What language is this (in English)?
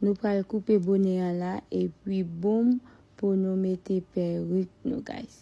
Haitian Creole